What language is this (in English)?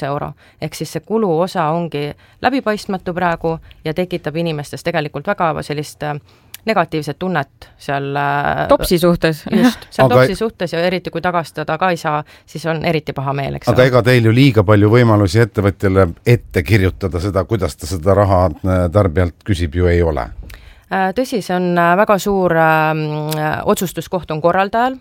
Estonian